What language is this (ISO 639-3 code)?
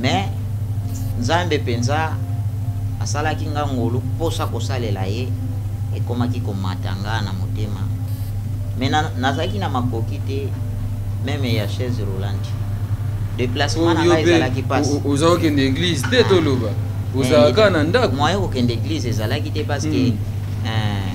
lin